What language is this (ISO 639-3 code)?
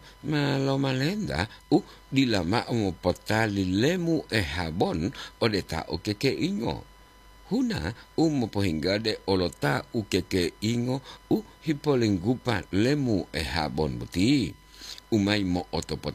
gor